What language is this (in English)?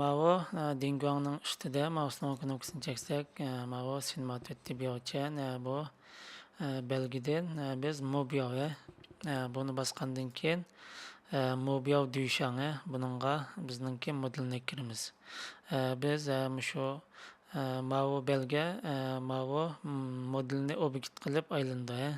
Uyghur